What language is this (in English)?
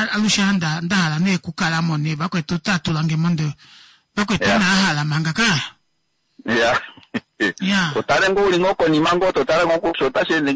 Kuanyama